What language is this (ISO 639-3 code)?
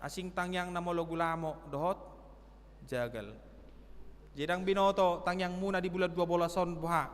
bbc